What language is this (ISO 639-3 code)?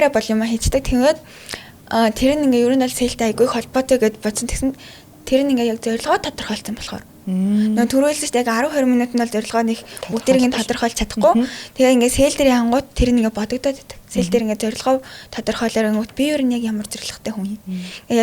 mon